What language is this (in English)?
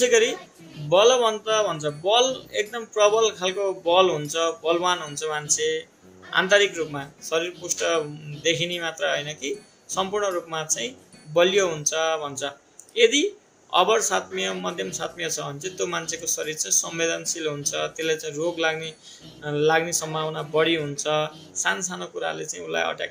Nepali